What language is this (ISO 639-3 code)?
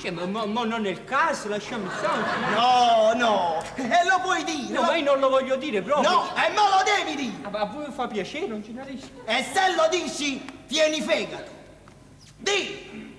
nap